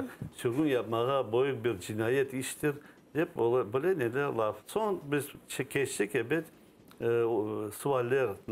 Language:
Crimean Tatar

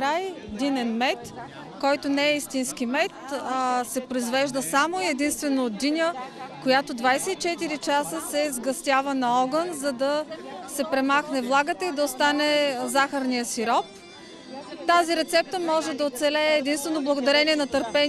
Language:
Bulgarian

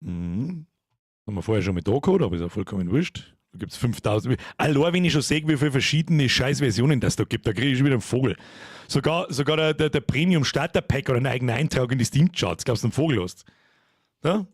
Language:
Bavarian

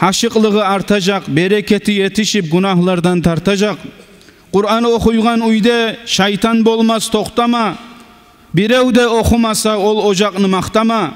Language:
Kumyk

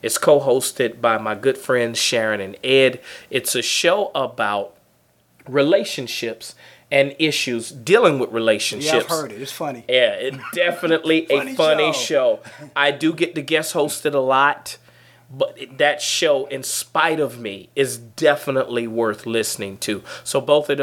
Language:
English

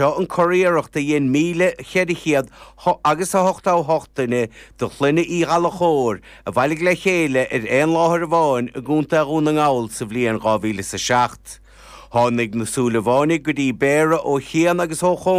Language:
Irish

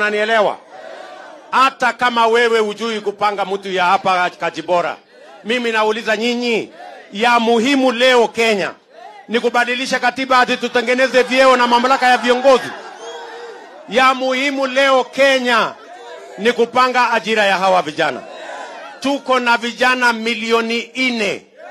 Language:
Swahili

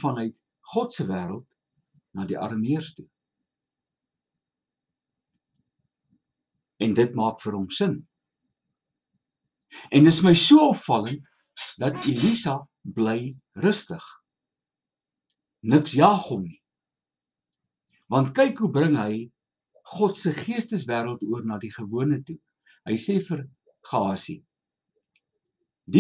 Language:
Afrikaans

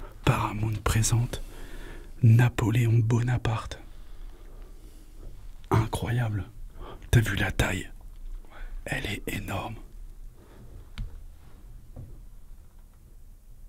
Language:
French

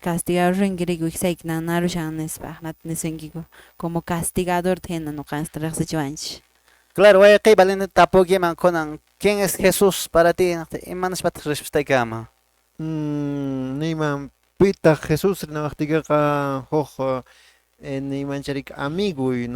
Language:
Quechua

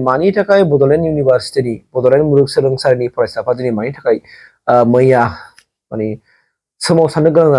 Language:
Bodo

